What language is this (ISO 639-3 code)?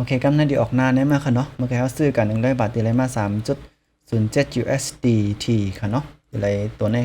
shn